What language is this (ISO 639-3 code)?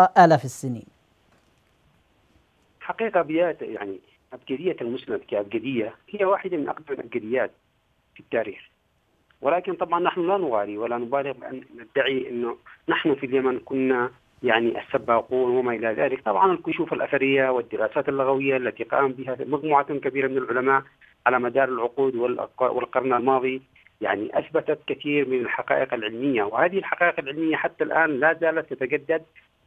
ara